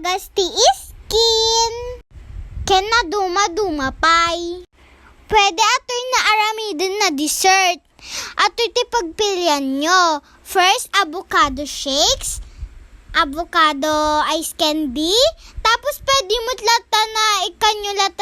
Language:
Iloko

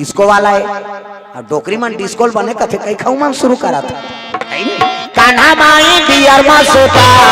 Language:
Chhattisgarhi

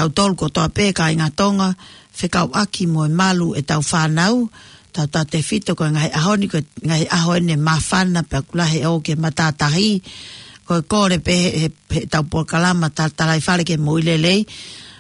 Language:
Tongan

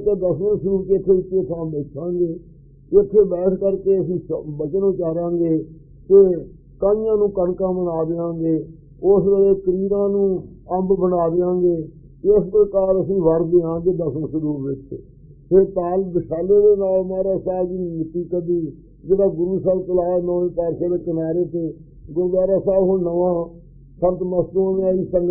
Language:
Punjabi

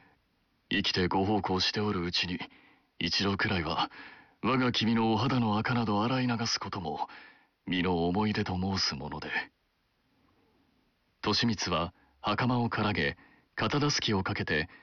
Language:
Japanese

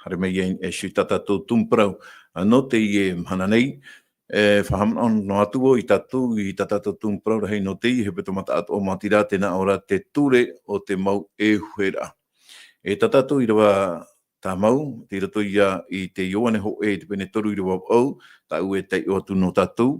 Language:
Tahitian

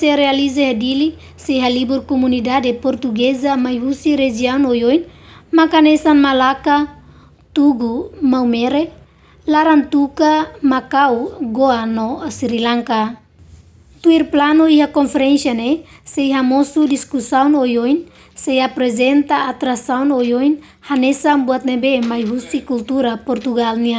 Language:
Tetum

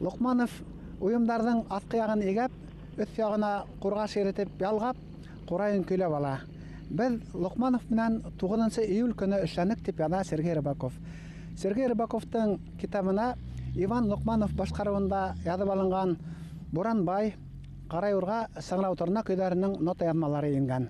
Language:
Bashkir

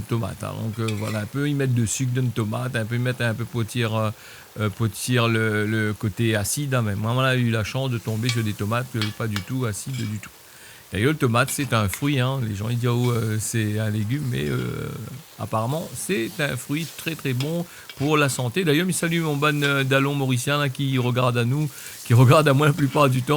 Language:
Réunion Creole French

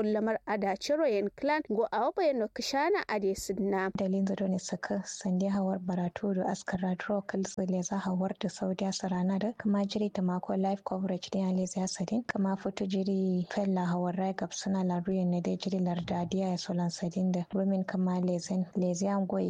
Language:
Kanuri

